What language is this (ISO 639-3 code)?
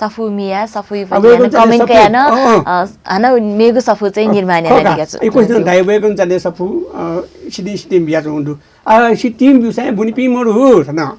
new